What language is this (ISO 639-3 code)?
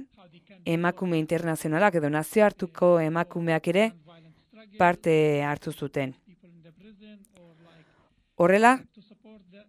eus